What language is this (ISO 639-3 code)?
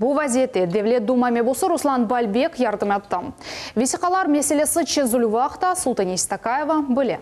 crh